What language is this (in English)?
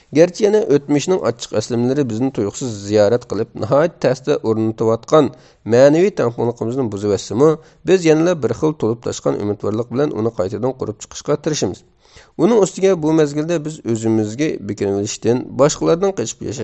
Uyghur